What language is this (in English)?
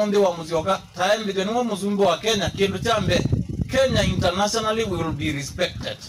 Kamba